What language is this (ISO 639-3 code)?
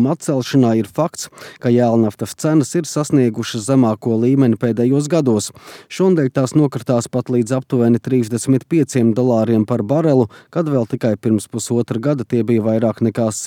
lav